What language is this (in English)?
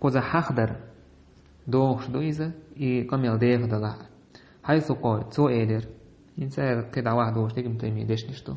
Chechen